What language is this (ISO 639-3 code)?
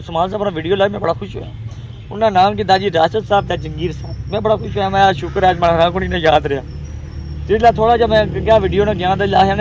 phr